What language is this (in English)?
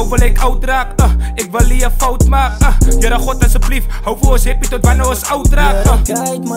Afrikaans